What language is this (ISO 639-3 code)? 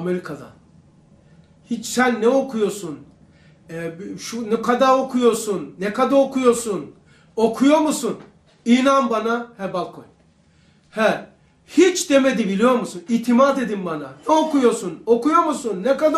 tur